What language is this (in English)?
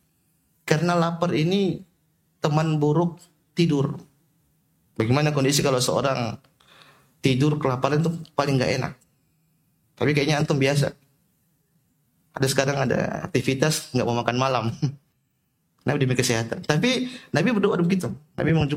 Indonesian